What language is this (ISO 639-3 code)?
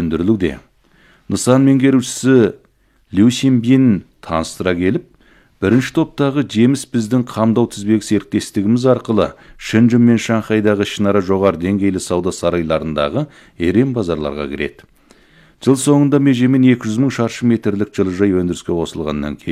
kaz